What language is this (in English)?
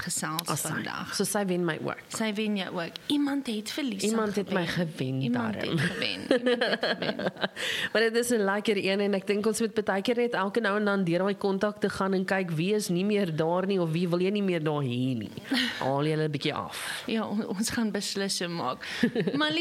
Afrikaans